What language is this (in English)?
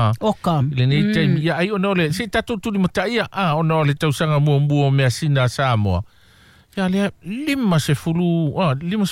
Samoan